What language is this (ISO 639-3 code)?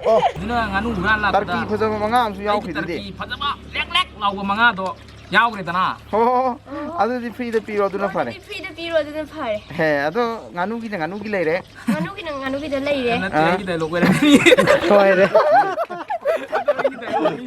mni